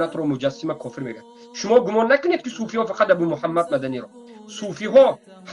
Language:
Tajik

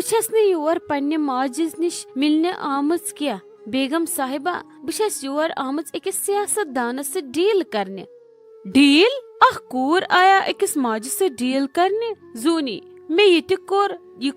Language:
Kashmiri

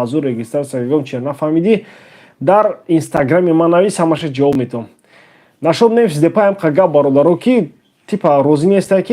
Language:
Tajik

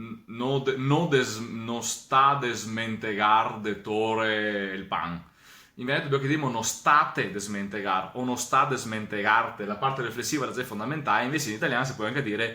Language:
Venetian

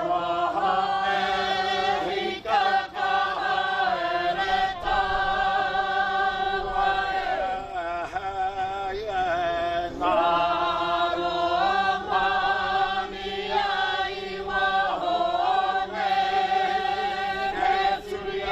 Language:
Māori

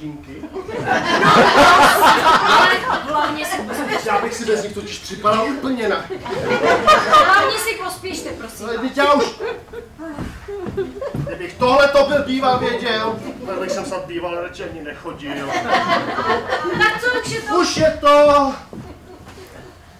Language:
Czech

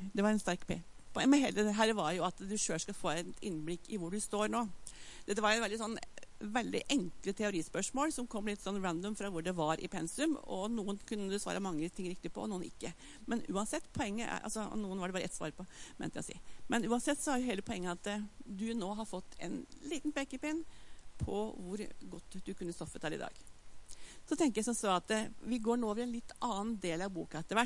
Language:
Norwegian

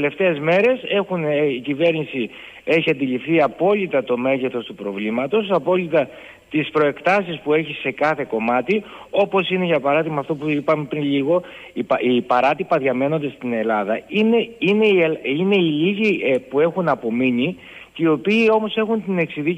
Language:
Greek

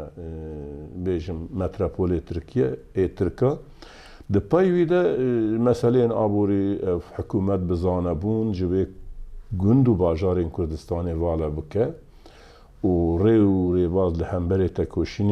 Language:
Kurdish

